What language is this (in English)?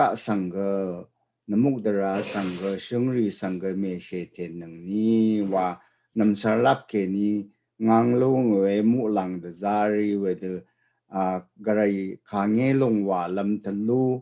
Rawang